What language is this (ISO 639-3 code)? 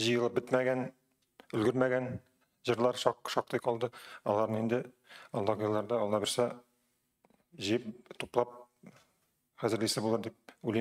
tat